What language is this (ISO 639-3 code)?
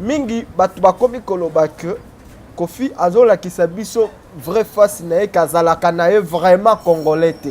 lin